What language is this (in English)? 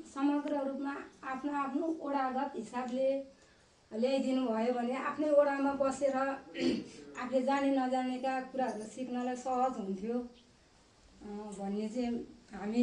Nepali